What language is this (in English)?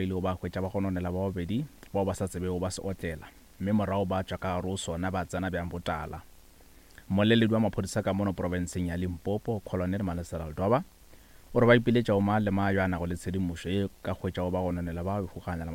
Northern Sotho